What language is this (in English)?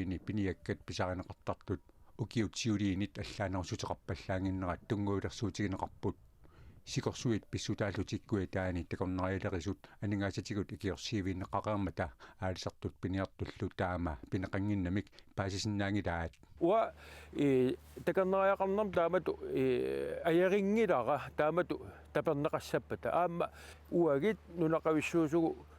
Kalaallisut